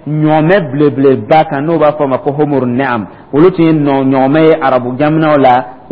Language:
Dyula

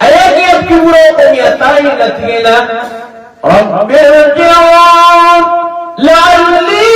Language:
Maranao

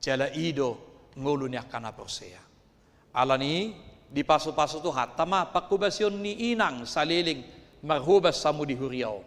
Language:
Batak Toba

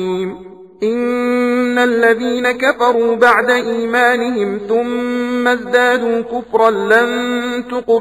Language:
Arabic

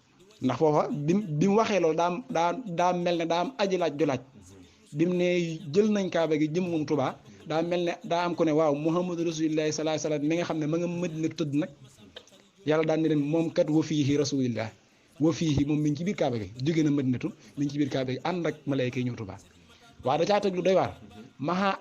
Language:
Wolof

